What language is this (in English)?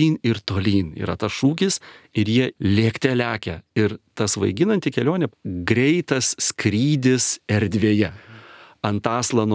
Lithuanian